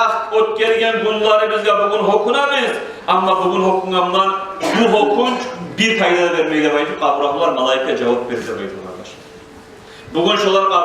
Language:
Kumyk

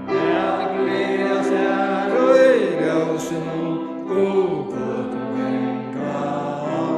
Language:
Faroese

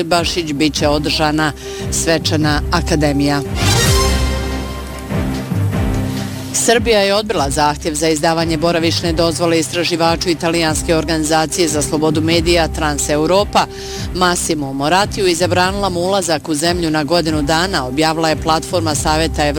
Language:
Bosnian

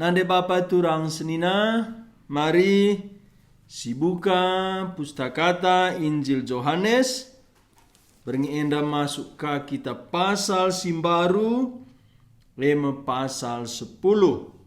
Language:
Batak Karo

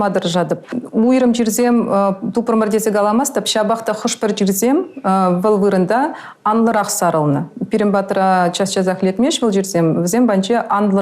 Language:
Chuvash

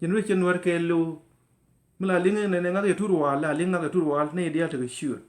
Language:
Nuer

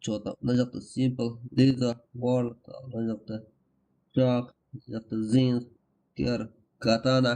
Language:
Kara-Kalpak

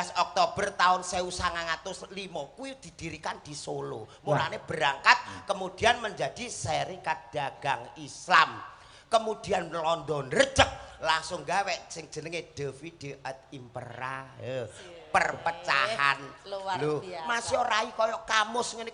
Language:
Javanese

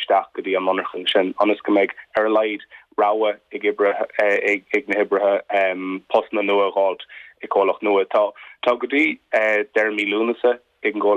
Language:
Irish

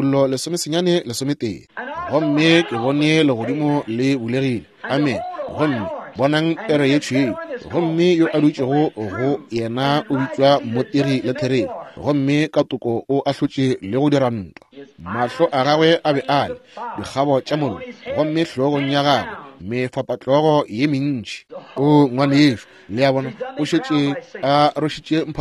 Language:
Northern Sotho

